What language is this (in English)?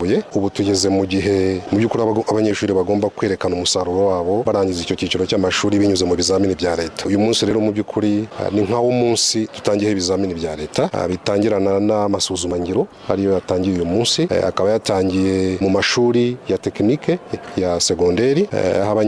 Kinyarwanda